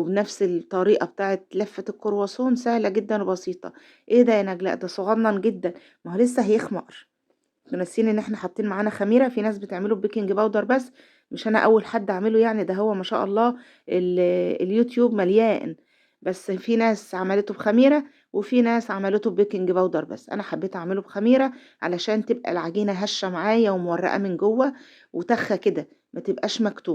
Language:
Egyptian Arabic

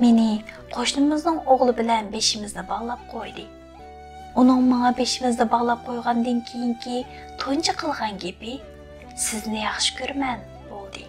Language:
Uyghur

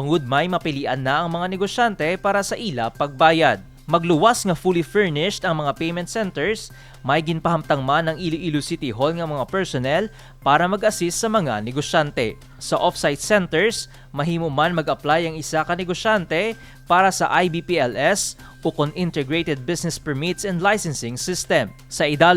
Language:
Hiligaynon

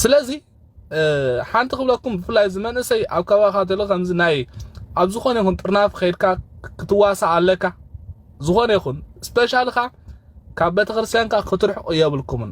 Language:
Tigrinya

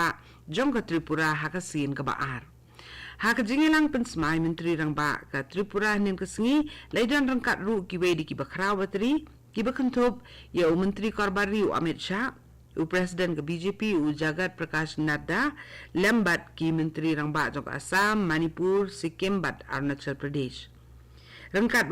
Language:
Khasi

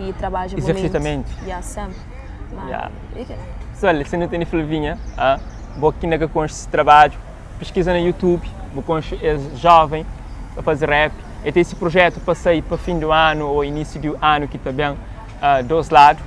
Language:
Kabuverdianu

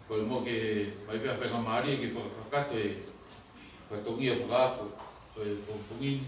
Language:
Tongan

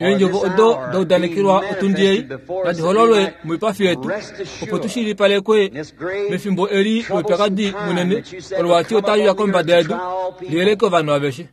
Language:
Kuanyama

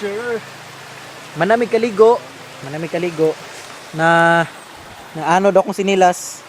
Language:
Cebuano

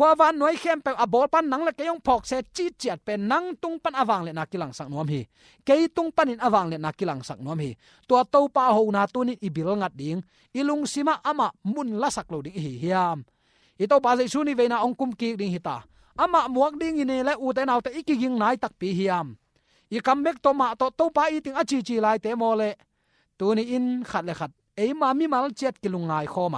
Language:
Tedim Chin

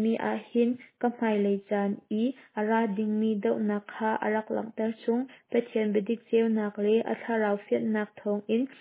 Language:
Hakha Chin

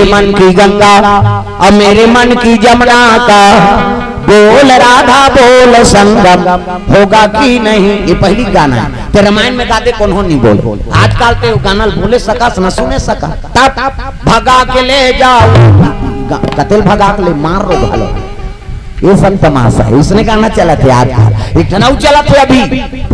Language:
Chhattisgarhi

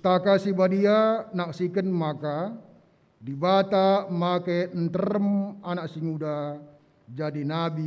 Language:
Batak Karo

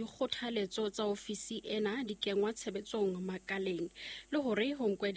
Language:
Southern Sotho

